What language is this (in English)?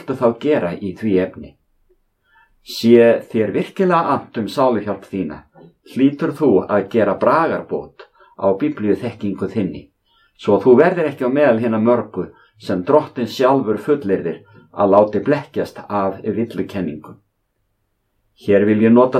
Icelandic